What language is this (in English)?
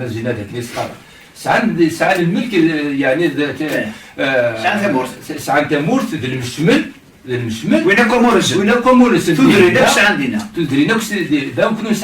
Kabyle